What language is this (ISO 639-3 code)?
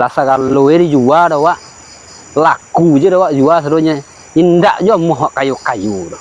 min